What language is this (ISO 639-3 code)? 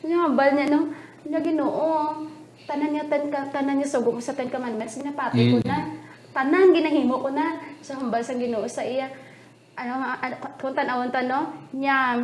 hil